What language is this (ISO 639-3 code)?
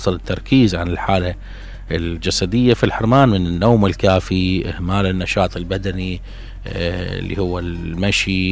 acm